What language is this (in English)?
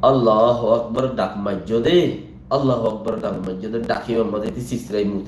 Rohingya